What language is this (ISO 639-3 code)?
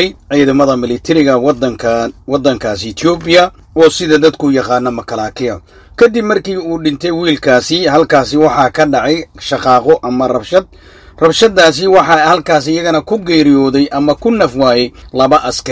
som